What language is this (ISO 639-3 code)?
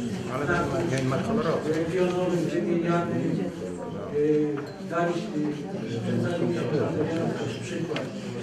pol